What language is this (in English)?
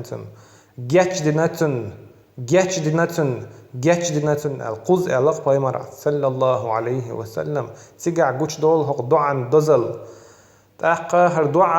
Chechen